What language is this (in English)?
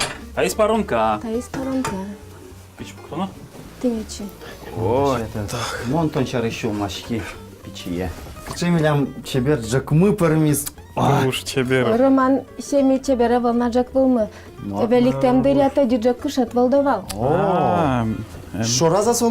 Udmurt